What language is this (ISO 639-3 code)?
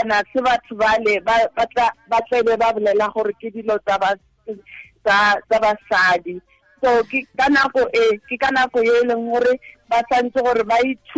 tsn